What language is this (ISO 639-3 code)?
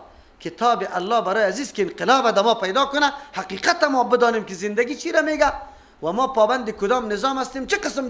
fas